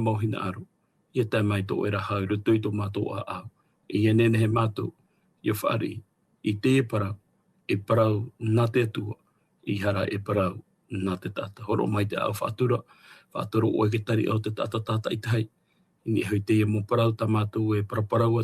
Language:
Tahitian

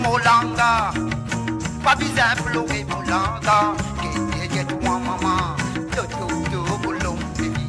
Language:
Morisyen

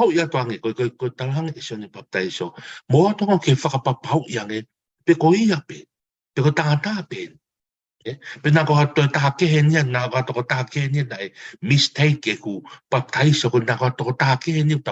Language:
Tongan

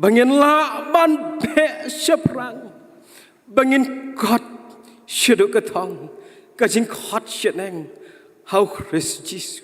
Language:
Khasi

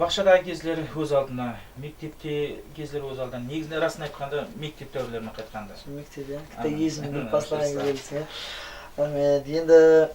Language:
Kara-Kalpak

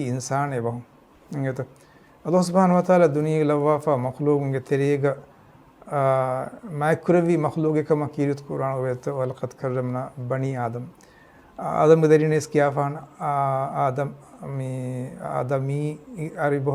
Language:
Divehi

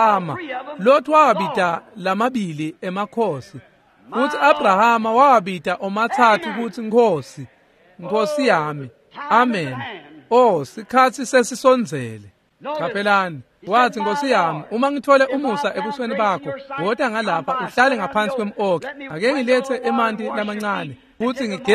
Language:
Swati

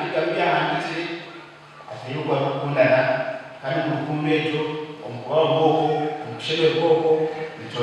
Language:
Nyankole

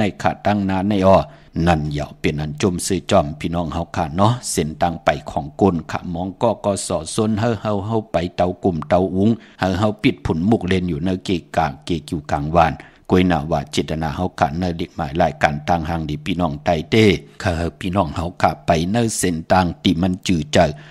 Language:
Shan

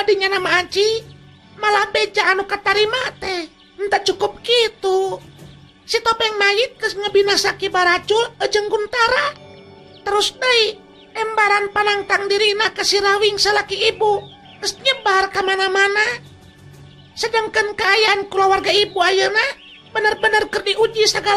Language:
Sundanese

